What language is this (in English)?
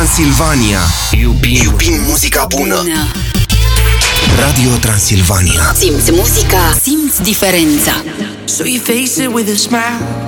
Romanian